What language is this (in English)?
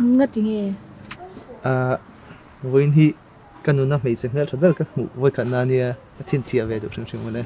Mizo